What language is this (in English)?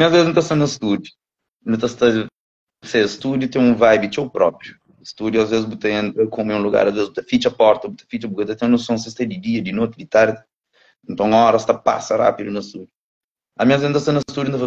Kabuverdianu